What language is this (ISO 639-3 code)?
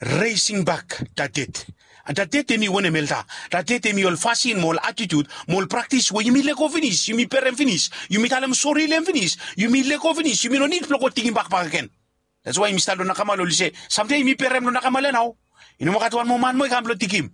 bis